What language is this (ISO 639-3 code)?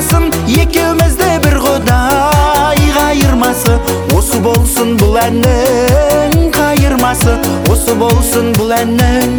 kaz